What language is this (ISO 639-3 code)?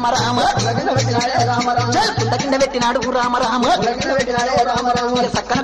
tel